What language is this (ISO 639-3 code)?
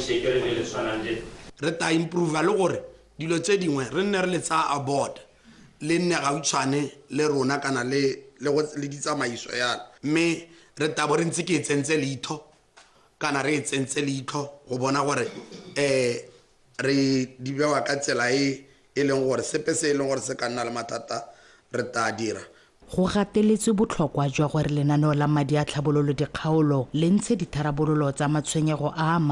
tsn